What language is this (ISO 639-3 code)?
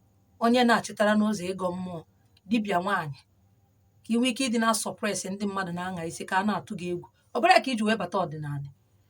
ibo